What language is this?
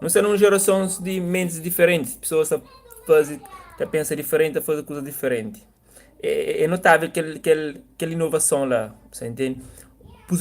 Kabuverdianu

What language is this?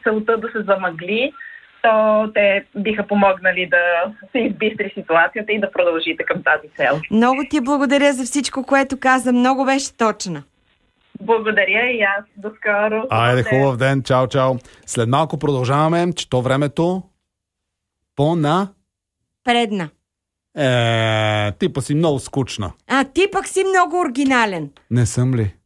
Bulgarian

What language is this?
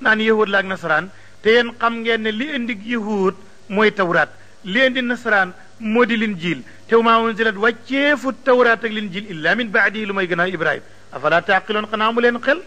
Wolof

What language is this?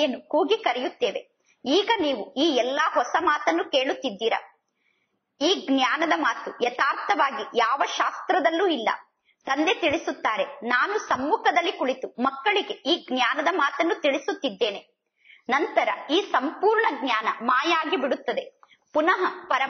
Kannada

